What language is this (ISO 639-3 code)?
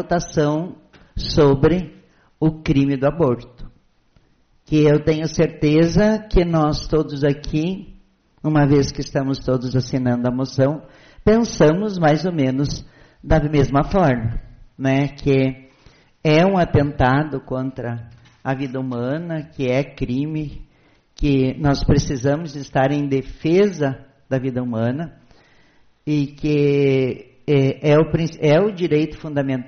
por